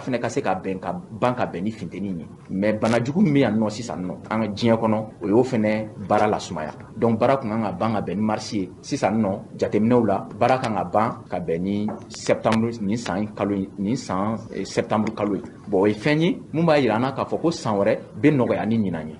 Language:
Bambara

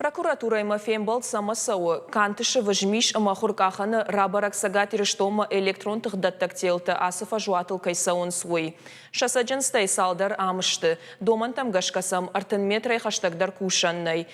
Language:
Ossetic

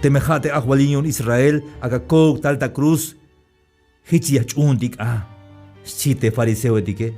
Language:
Tzeltal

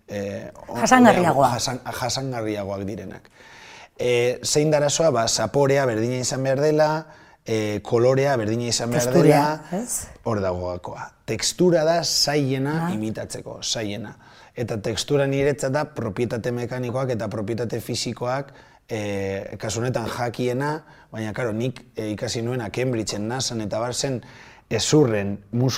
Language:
Basque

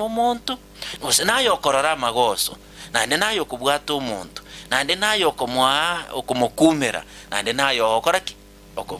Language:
Gusii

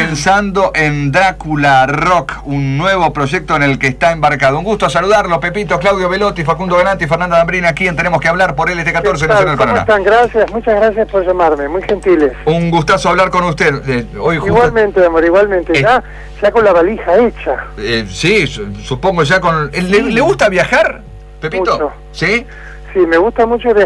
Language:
Spanish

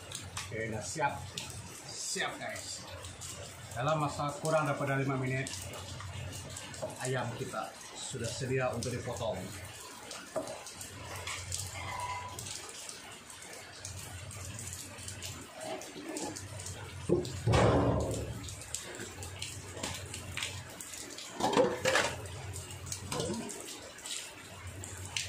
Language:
Malay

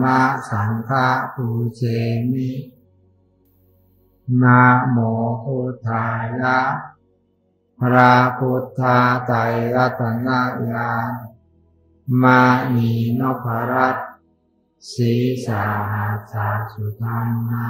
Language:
Thai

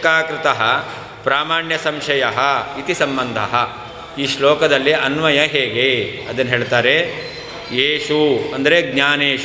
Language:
Kannada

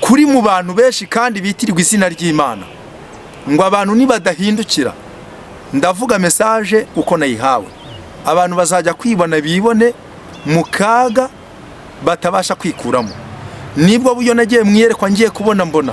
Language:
Kinyarwanda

